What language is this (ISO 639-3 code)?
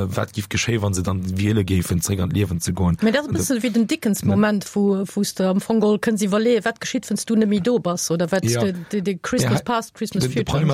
ltz